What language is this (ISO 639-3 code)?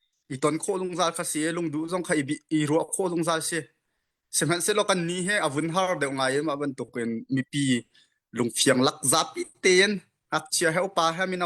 cnh